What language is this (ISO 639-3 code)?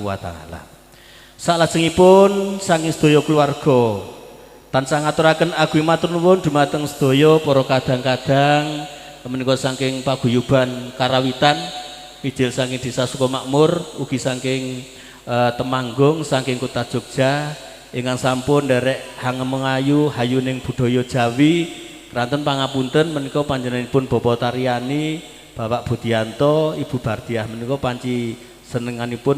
jav